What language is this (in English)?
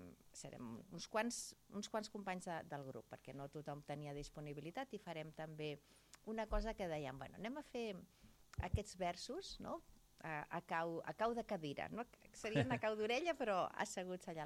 Catalan